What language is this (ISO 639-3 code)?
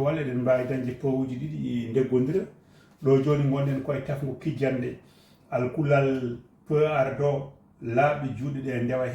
ful